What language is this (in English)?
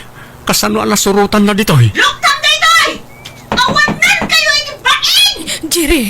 Iloko